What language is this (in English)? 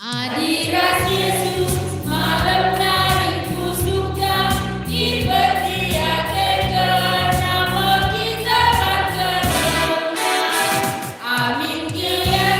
Batak Karo